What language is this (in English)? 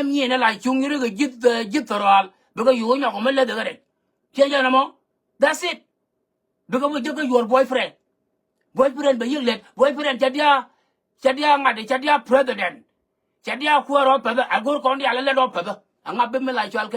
Nuer